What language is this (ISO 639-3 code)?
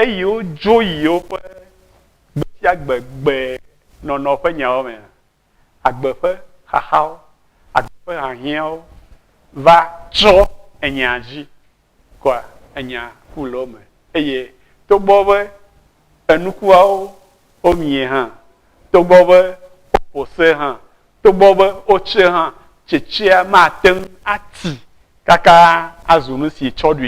ewe